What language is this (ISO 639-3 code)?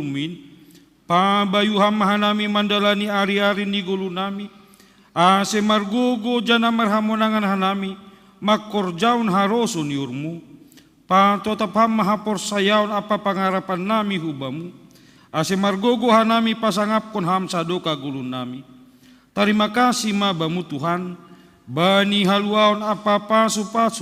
bts